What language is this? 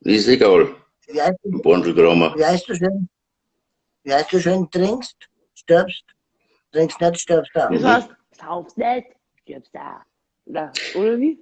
Bavarian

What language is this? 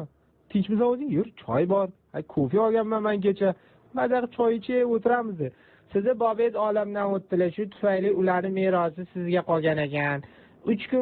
Uzbek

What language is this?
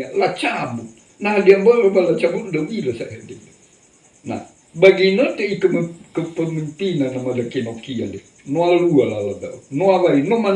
Nias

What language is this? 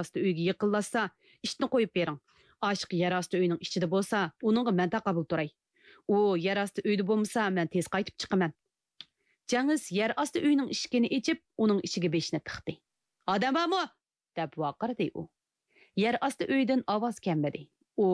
Uyghur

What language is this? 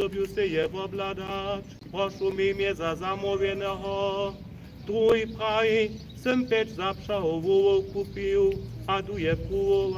Upper Sorbian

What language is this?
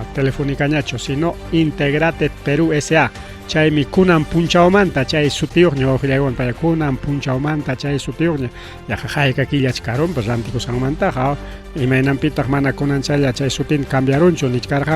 Ayacucho Quechua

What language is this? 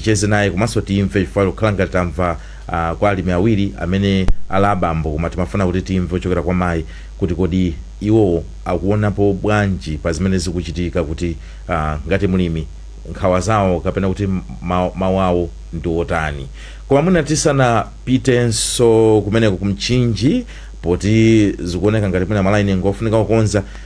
Nyanja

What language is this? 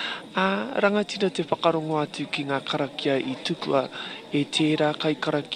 Māori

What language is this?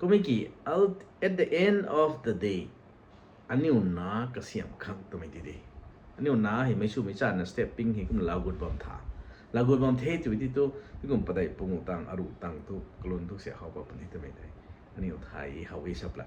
Rongmei Naga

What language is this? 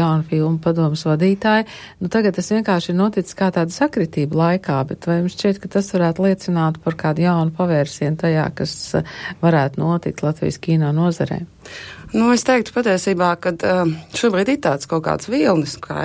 Latvian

